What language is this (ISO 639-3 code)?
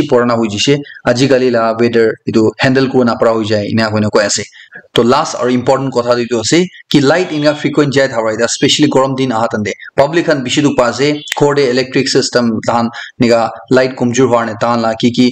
nag